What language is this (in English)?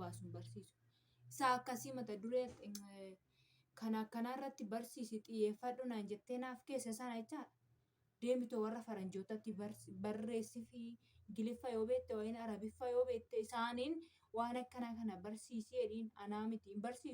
Oromo